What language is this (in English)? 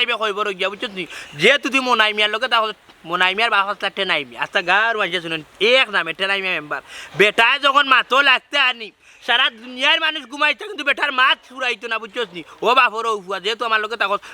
Sylheti